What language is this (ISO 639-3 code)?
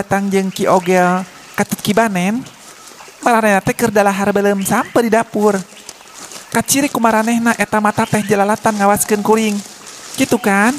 sun